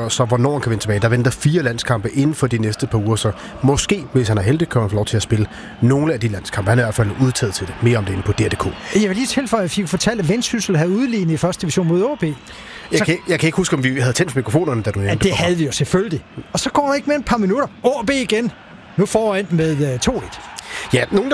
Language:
Danish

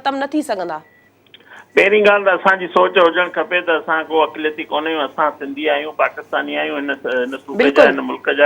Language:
Sindhi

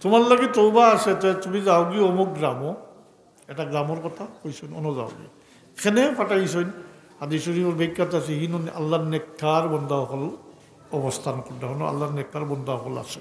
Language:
Sylheti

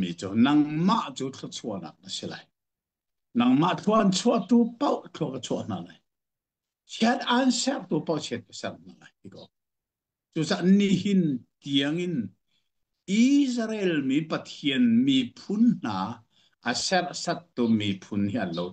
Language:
Hakha Chin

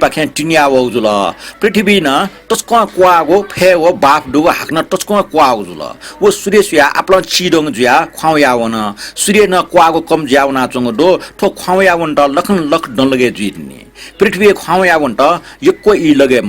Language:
Newari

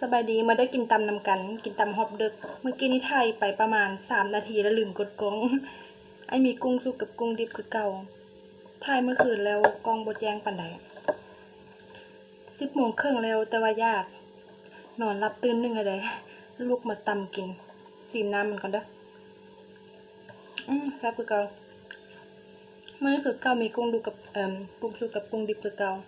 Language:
Lao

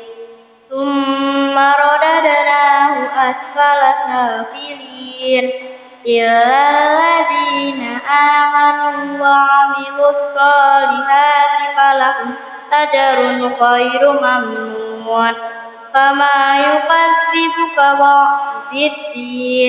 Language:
Arabic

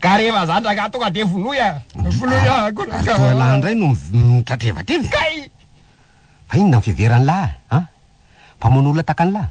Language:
Malagasy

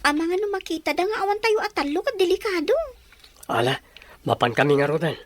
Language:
Iloko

